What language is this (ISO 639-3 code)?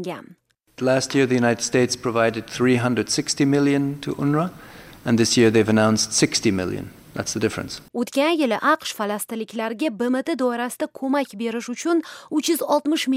uzb